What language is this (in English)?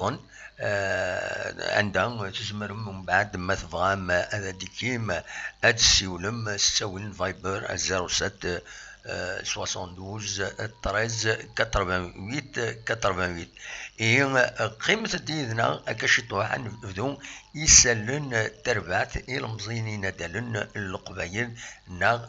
Kabyle